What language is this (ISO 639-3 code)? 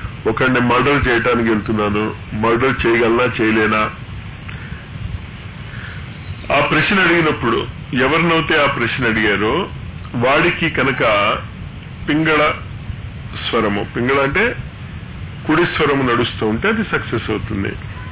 tel